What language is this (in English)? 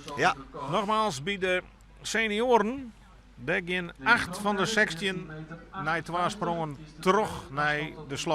Western Frisian